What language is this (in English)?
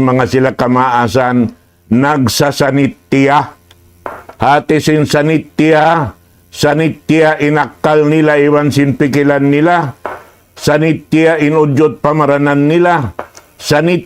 Tausug